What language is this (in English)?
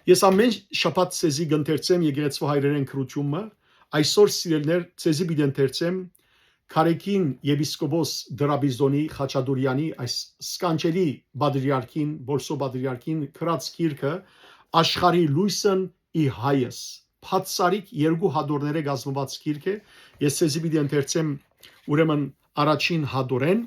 Western Armenian